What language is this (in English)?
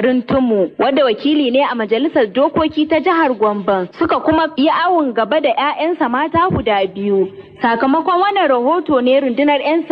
Hausa